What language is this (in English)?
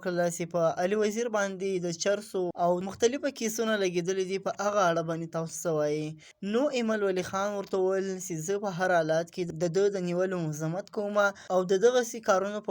Pashto